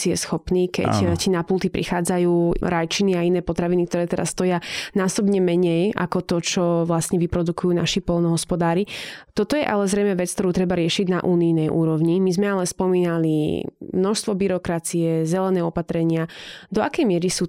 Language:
Slovak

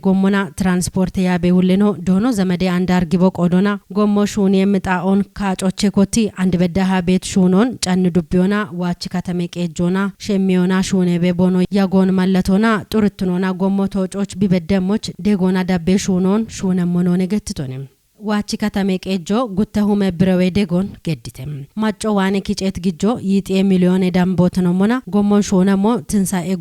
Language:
Kafa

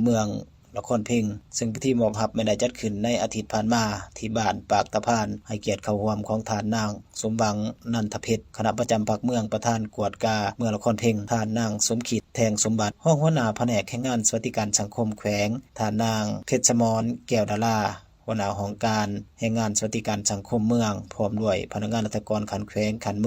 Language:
Lao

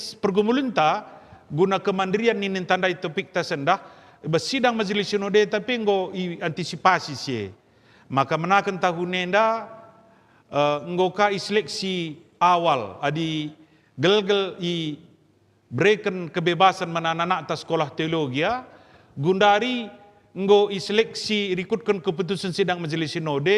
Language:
Batak Karo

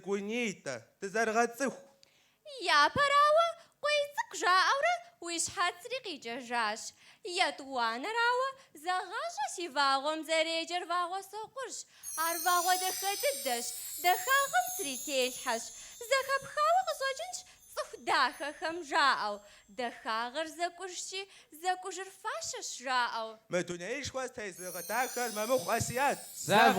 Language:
Kabardian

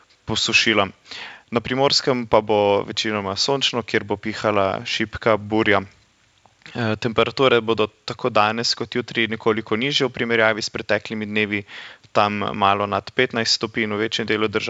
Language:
Slovenian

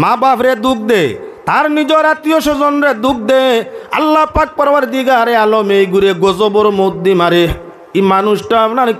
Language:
Sylheti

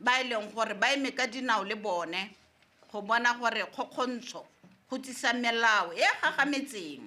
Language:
Tswana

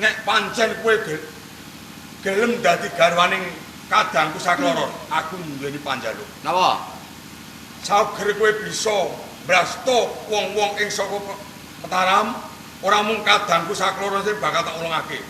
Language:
Javanese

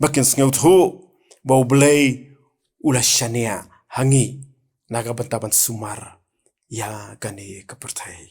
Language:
Khasi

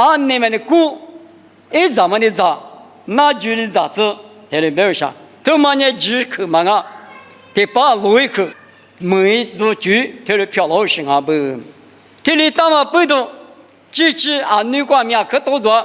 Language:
Lisu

